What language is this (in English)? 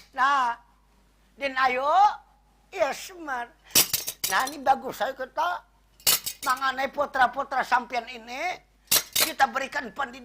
Banjar